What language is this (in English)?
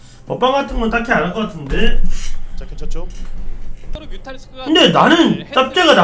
Korean